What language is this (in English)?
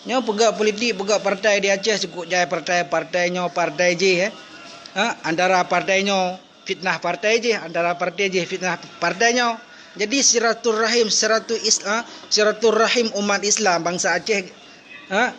Achinese